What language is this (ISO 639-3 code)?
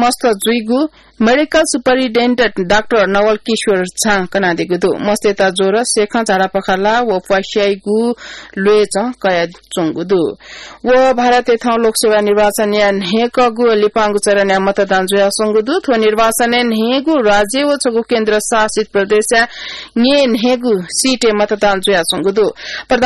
new